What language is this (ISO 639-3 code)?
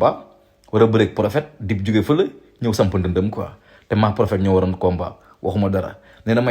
wol